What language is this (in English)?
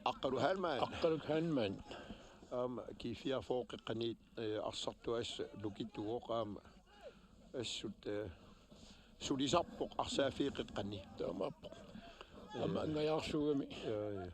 Kalaallisut